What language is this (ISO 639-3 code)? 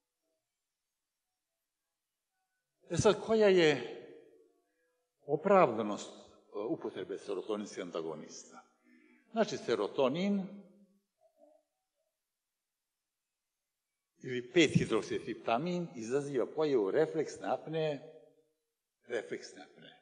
srp